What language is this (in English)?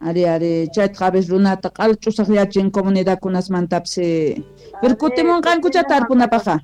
Quechua